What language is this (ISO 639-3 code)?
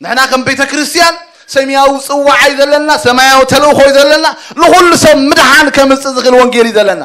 tir